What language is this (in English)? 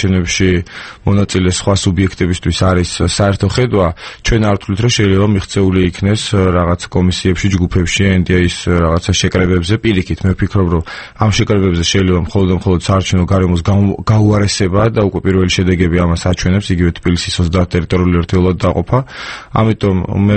Georgian